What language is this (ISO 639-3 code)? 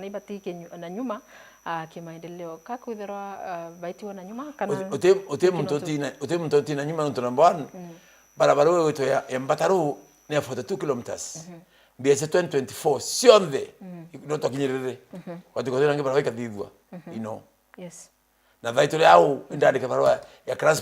mer